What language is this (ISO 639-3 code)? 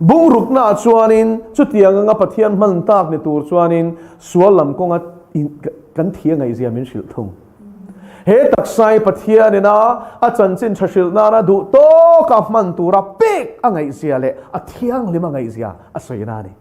lus